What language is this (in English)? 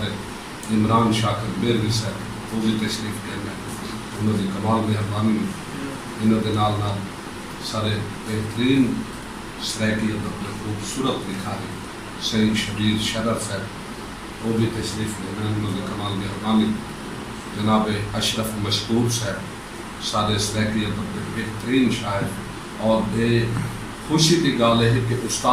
Saraiki